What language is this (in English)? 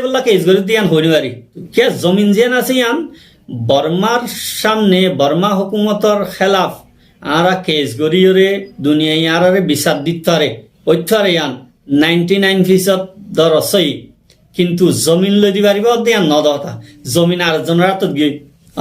Rohingya